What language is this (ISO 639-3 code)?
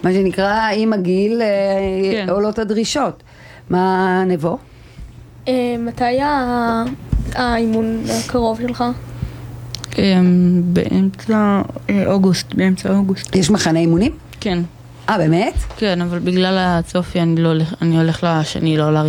heb